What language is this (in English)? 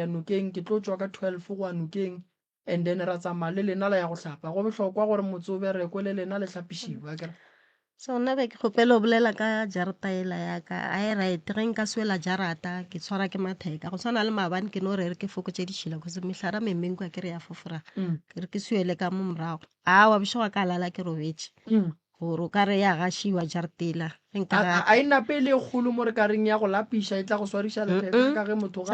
Northern Sotho